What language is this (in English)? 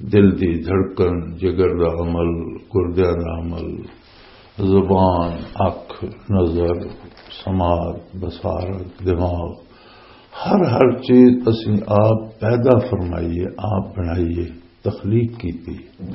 Western Panjabi